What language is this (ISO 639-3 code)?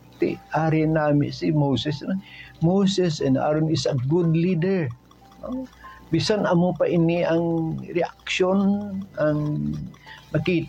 hil